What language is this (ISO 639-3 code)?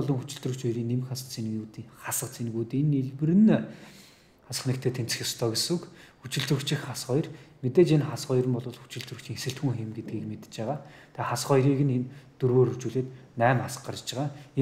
mon